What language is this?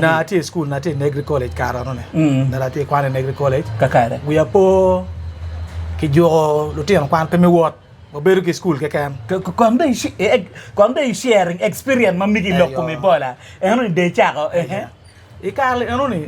Acoli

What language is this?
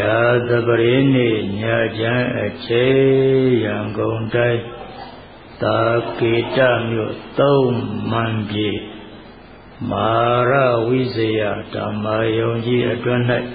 Burmese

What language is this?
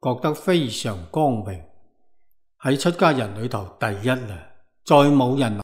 Cantonese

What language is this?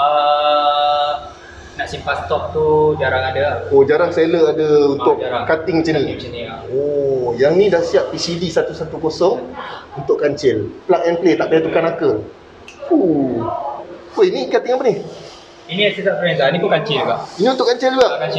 Malay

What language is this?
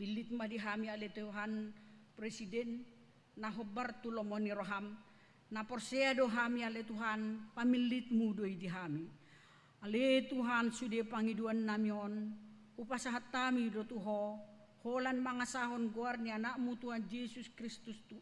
Batak Toba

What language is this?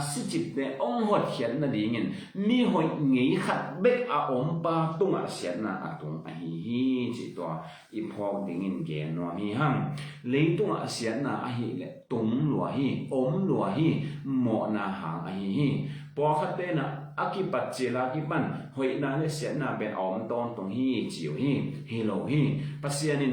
Tedim Chin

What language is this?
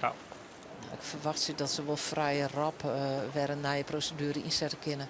Western Frisian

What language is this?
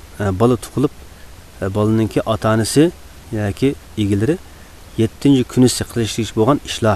Uyghur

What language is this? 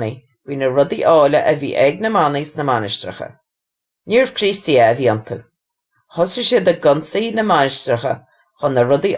Irish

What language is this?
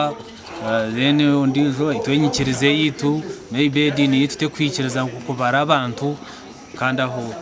Nyankole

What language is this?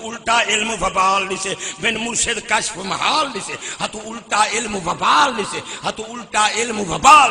Saraiki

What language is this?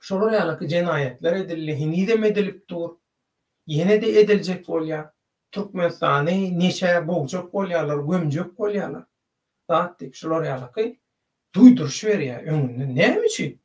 Turkmen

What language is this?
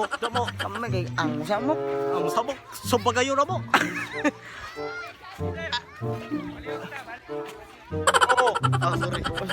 Cebuano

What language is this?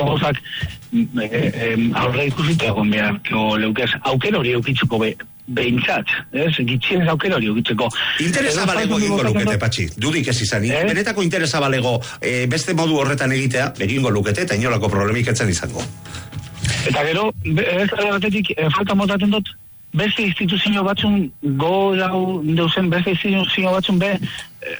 Basque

